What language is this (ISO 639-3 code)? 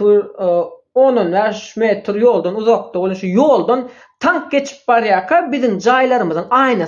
tuk